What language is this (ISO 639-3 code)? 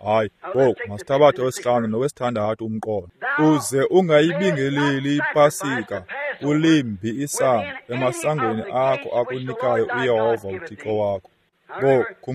xho